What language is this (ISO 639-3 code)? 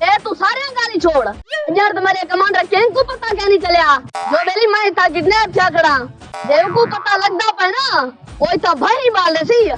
skr